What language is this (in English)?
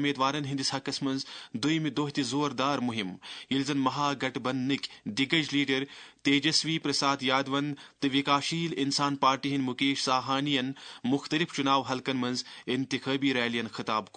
Kashmiri